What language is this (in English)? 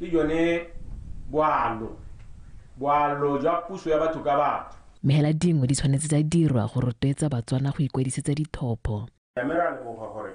Tswana